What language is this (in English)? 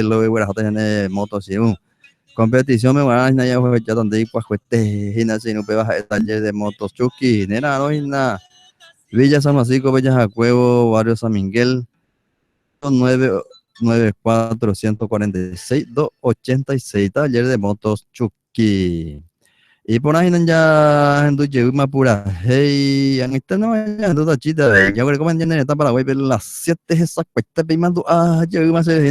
Guarani